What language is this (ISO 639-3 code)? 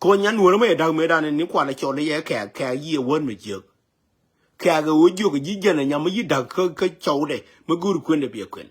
nus